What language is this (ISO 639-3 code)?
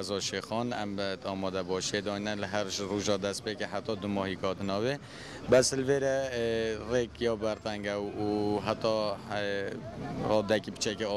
kur